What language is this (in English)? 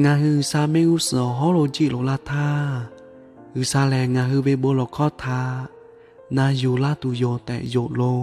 Lahu